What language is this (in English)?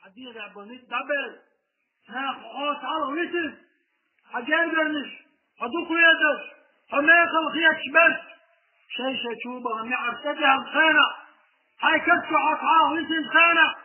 Chechen